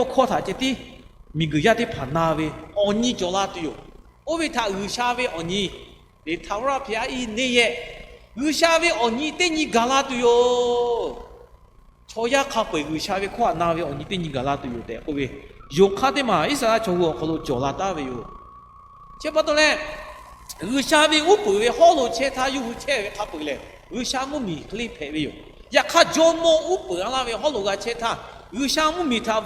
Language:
Lahu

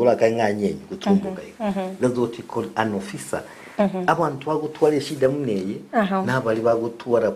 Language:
Gusii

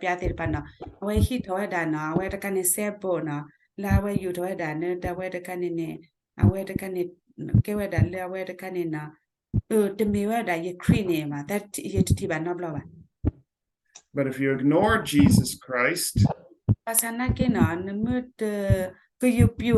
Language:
S'gaw Karen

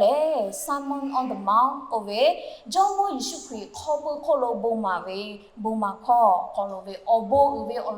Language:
Lahu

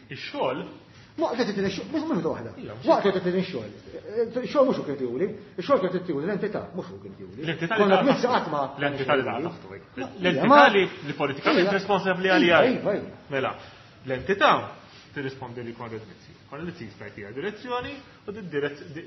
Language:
Maltese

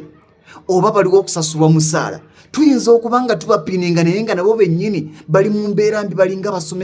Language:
Ganda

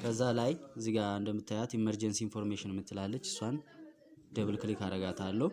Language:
Amharic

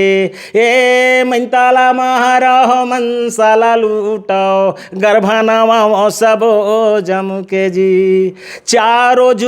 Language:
Chhattisgarhi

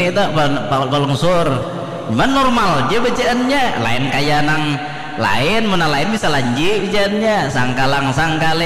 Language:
Banjar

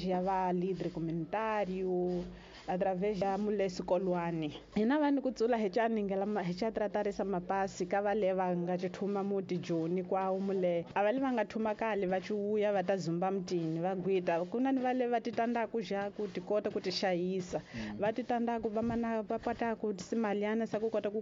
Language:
Tsonga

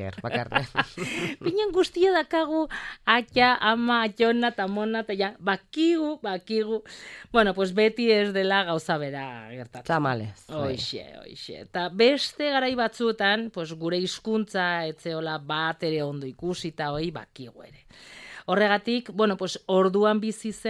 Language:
Basque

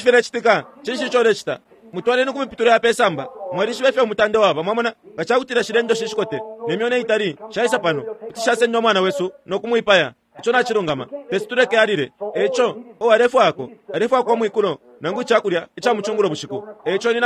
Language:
Bemba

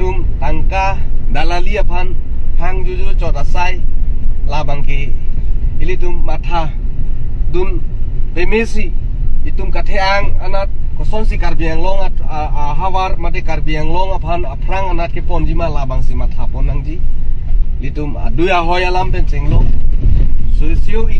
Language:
Karbi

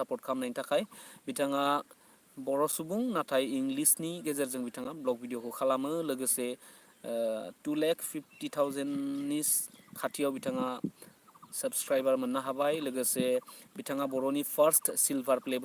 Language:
Bodo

